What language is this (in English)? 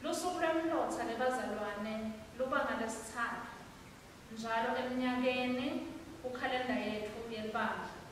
Swati